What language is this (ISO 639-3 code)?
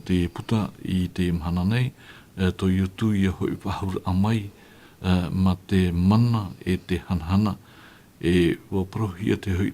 tah